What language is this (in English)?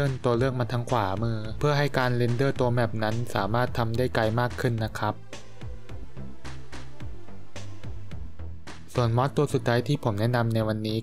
Thai